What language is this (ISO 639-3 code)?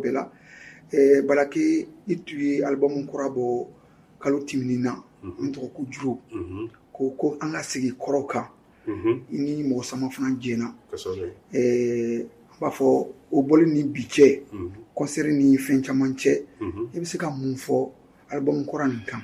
bam